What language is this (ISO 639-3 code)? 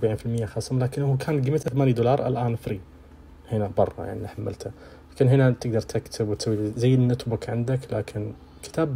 ars